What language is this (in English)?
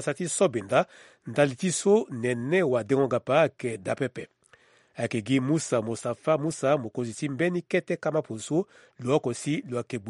Sango